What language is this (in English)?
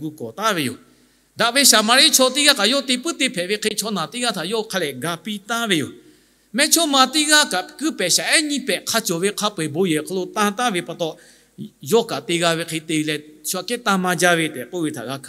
Lahu